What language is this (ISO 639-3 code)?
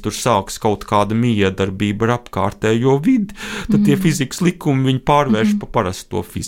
lav